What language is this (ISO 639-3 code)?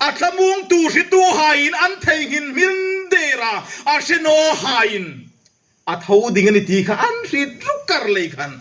hmr